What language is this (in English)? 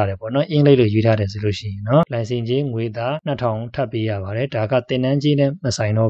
Burmese